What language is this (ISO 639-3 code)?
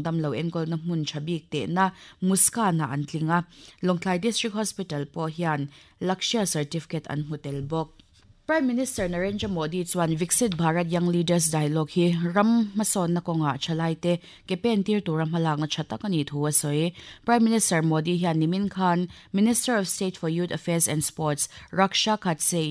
lus